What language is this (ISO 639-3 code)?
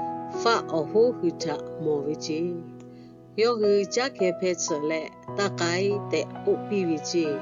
lhu